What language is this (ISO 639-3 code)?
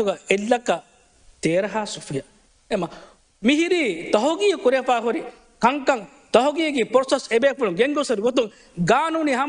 div